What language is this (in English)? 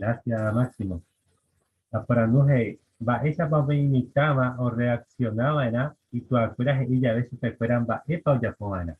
Guarani